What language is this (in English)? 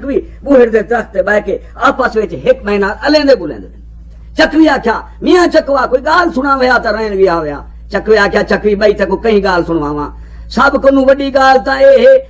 Saraiki